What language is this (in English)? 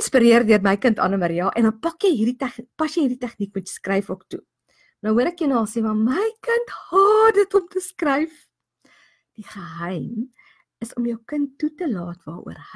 Afrikaans